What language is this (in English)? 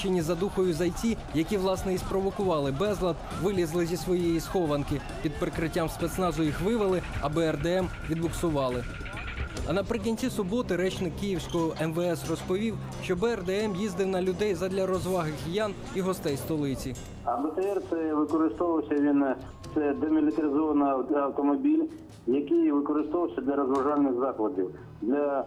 Ukrainian